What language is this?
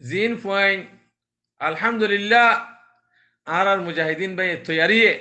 Rohingya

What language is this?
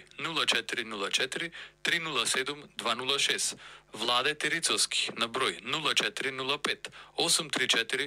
Macedonian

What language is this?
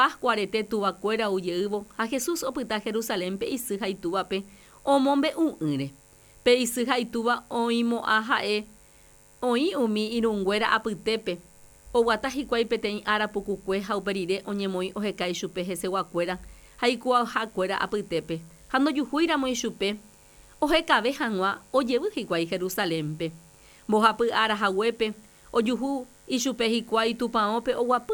Guarani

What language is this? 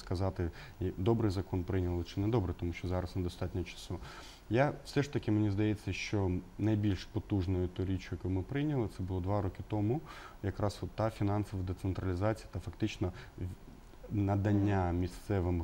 Ukrainian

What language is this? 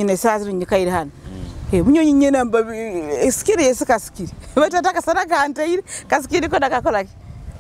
Nyoro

